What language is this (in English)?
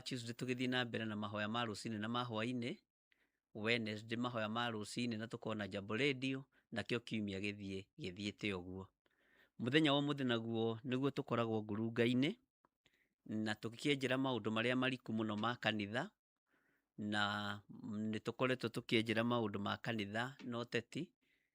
Kikuyu